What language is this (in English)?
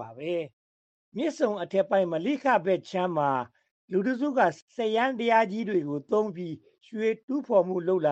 Burmese